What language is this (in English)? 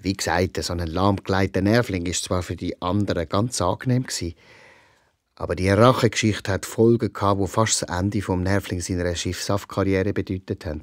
Swiss German